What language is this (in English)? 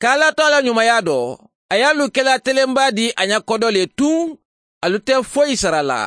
Mandingo